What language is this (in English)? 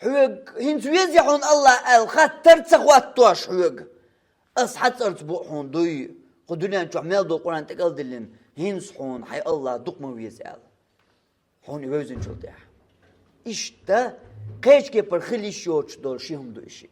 Chechen